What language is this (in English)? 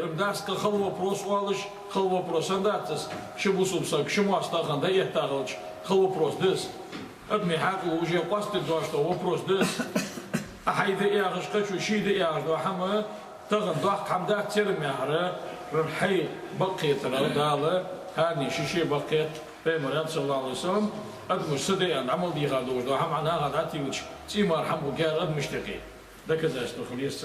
Ingush